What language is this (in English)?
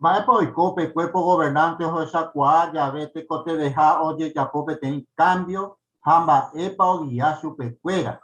Guarani